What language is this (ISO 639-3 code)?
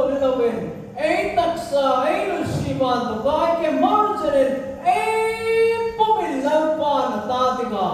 hmr